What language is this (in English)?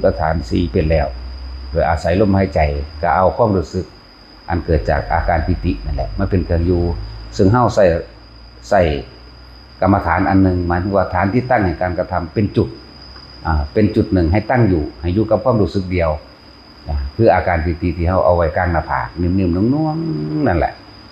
Northeastern Thai